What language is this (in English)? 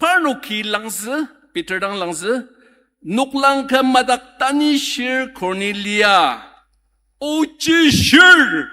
Ao Naga